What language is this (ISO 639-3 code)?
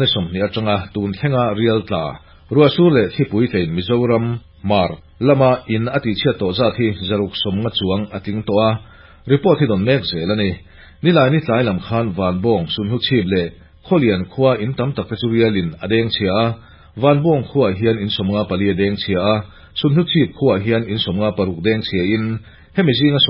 lus